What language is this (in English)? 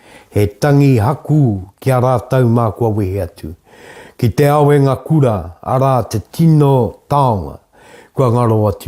Māori